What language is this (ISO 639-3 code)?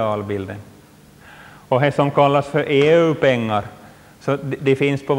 swe